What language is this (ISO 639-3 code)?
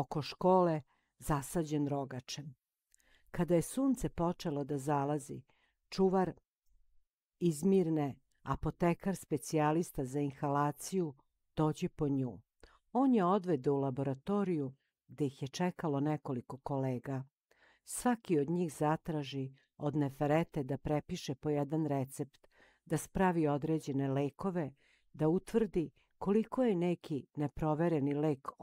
srp